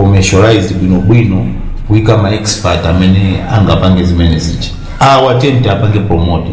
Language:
Nyanja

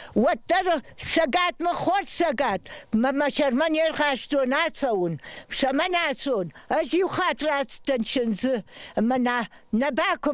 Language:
Ossetic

